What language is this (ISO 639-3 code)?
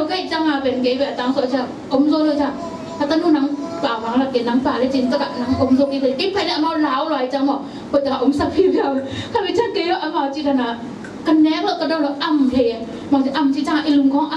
ctd